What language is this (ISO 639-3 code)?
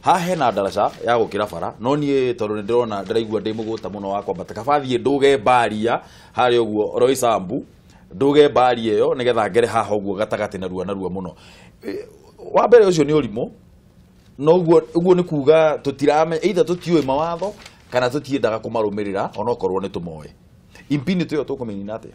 kik